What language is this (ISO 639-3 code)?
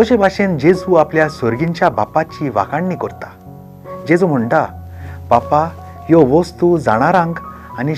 kok